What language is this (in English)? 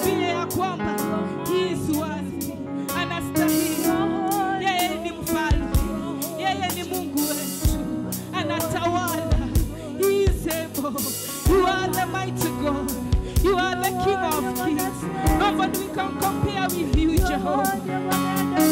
Swahili